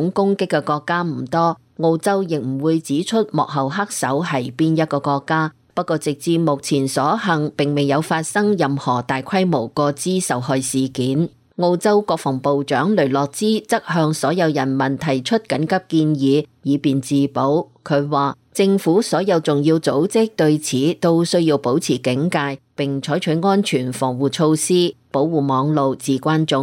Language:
Cantonese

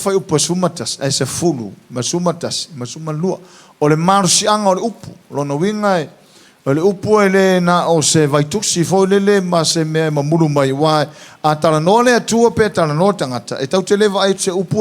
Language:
Samoan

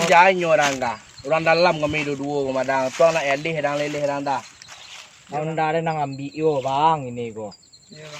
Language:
Minangkabau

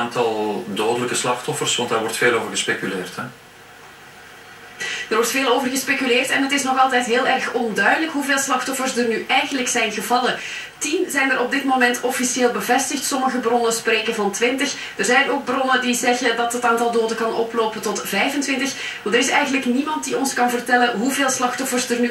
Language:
Dutch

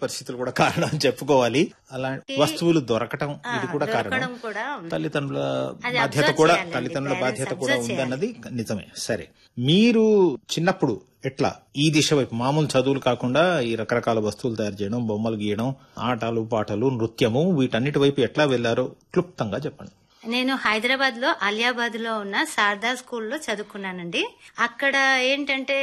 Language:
Telugu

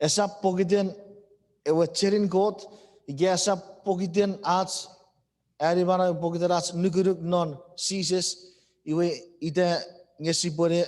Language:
Chuukese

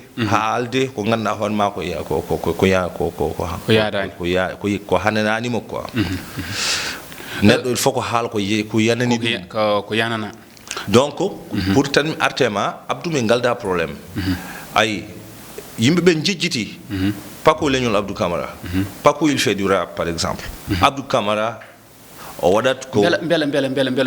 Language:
Fula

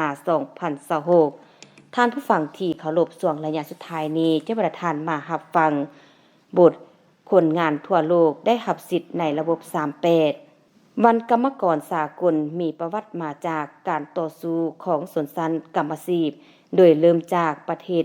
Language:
Lao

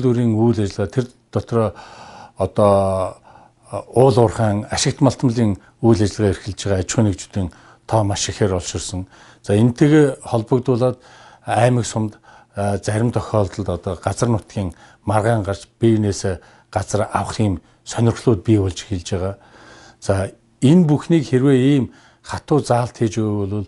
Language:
Mongolian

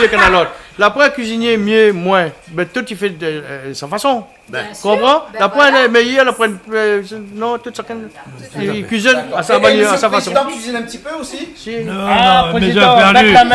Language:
Réunion Creole French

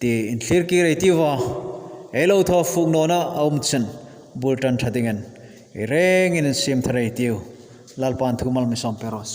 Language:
Hmar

